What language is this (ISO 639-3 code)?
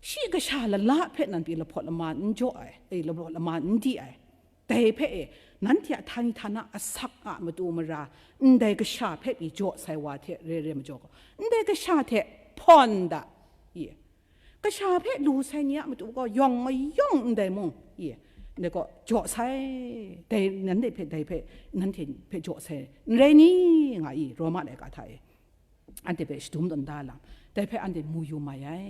kac